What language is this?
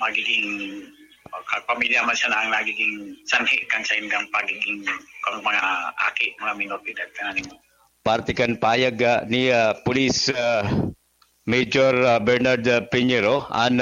Bikol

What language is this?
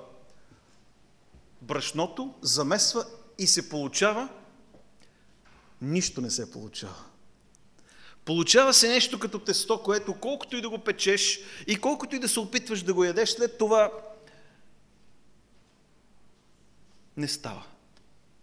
Bulgarian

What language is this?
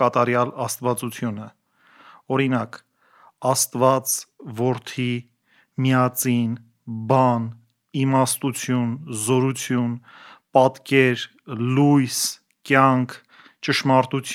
Armenian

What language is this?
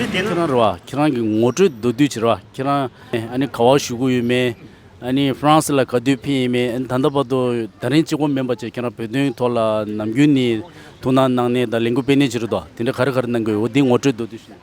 Tibetan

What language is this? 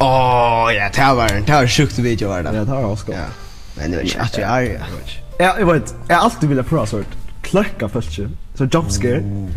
Faroese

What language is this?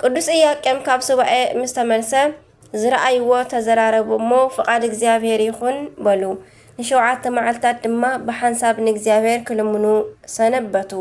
Tigrinya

